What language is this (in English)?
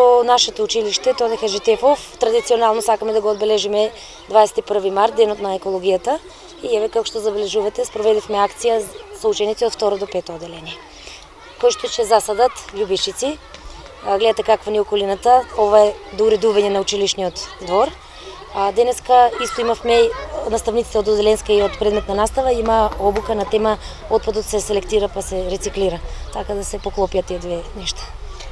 Macedonian